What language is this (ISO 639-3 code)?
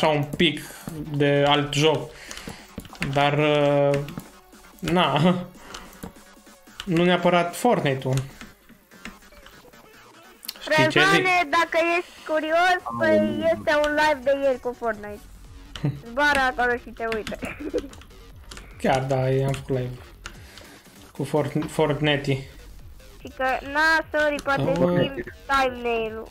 ron